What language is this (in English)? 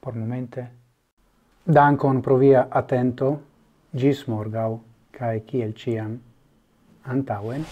Esperanto